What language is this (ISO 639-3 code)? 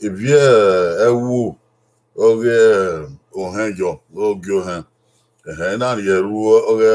bin